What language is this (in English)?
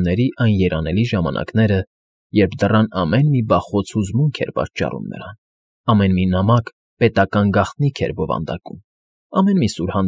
Armenian